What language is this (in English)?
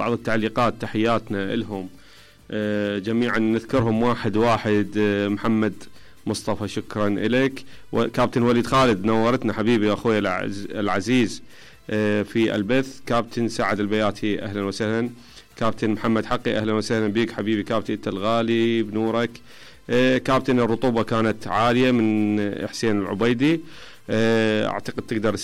Mesopotamian Arabic